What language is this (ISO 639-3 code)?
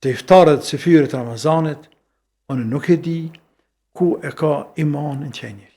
sqi